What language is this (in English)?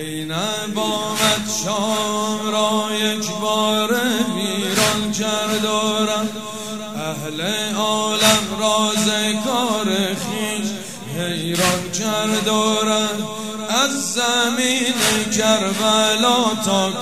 Persian